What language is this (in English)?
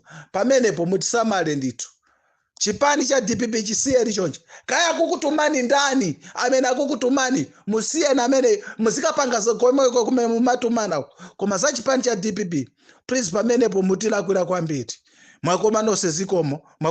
Nyanja